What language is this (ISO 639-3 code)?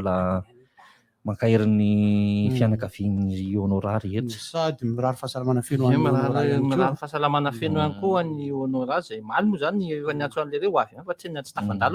mlg